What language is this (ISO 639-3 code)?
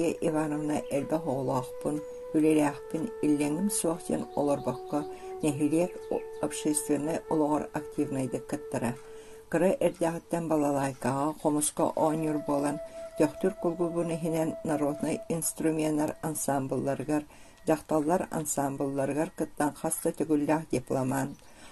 sah